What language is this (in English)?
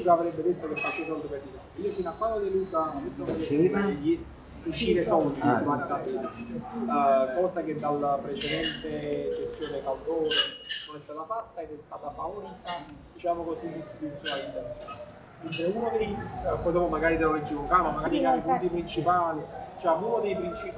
Italian